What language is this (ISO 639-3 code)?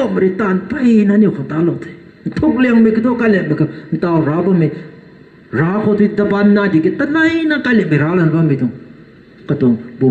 nbu